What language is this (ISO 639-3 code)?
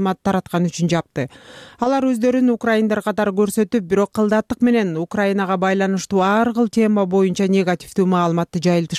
kir